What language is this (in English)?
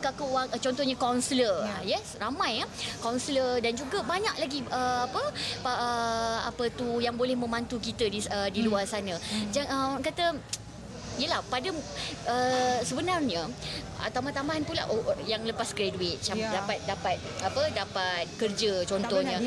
Malay